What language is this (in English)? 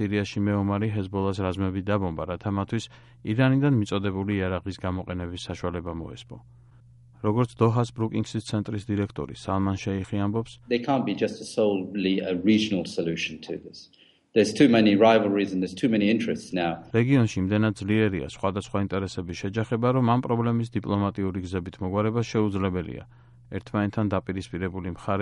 Georgian